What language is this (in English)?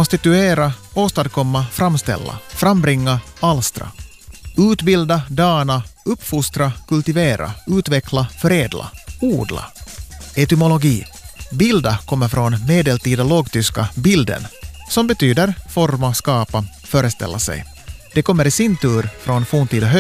Swedish